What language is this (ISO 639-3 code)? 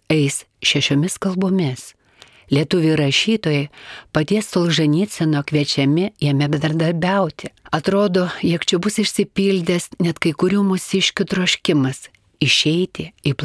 lit